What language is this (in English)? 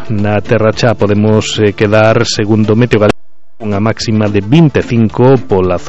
Galician